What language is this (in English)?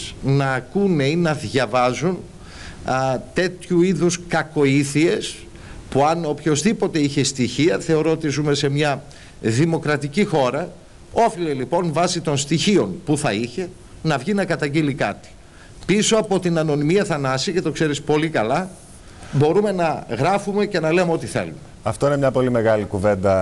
Greek